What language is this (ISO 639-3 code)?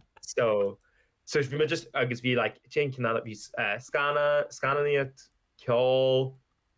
gle